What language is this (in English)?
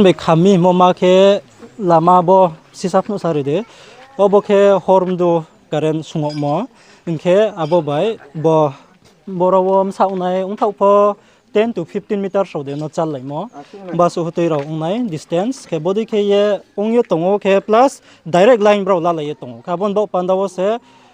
Riang (India)